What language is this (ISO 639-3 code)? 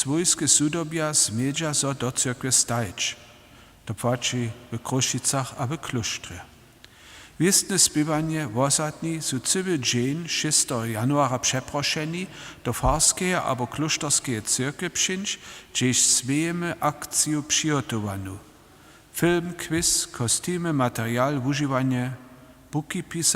hsb